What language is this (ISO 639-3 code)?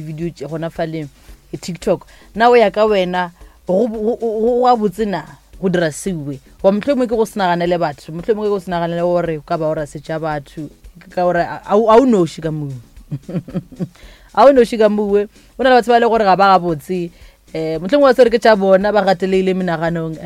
nso